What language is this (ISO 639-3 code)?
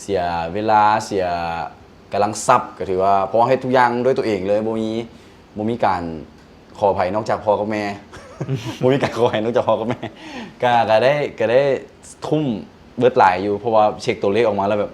lao